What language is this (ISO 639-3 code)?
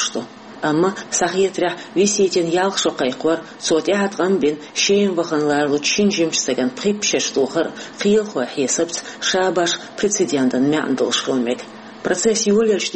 che